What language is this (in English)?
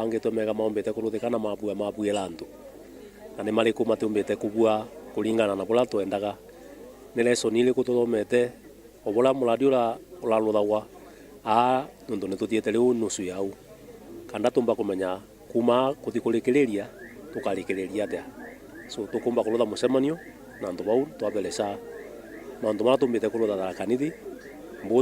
Meru